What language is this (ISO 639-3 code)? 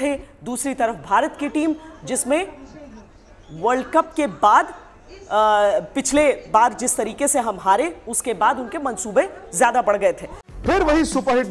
hin